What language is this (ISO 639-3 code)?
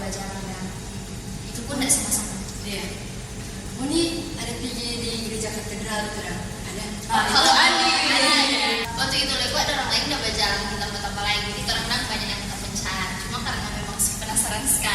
xmm